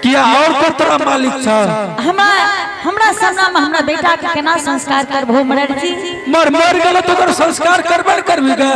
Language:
Angika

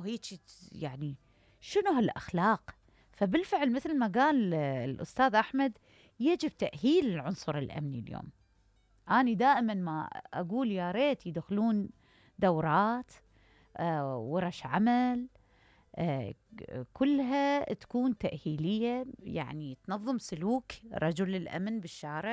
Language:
Mesopotamian Arabic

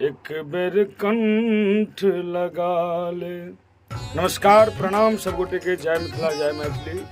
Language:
Maithili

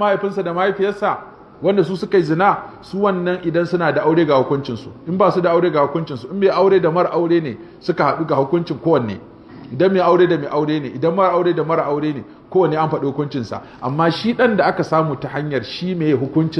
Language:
Hausa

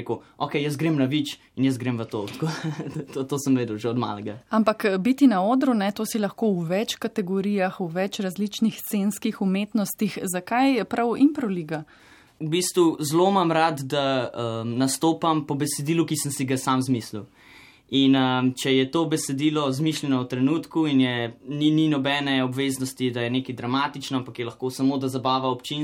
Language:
Slovenian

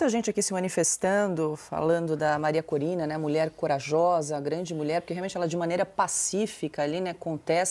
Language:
Portuguese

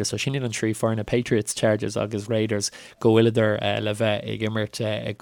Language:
Irish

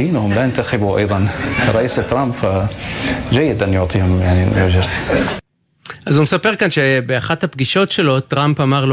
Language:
Hebrew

